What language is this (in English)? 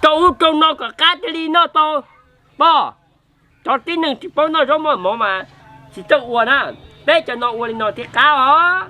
Hmong